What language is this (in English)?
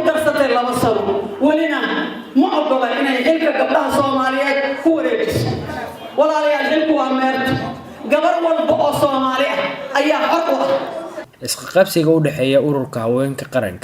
Somali